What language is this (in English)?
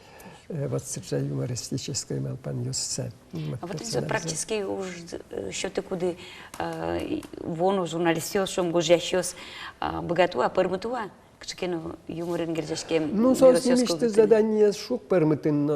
Udmurt